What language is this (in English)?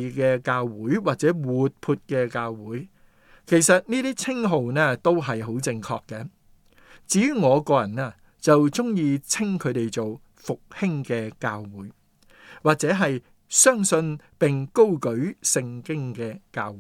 Cantonese